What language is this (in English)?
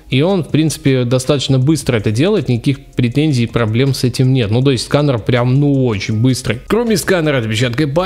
Russian